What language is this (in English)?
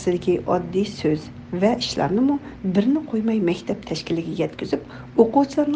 Uyghur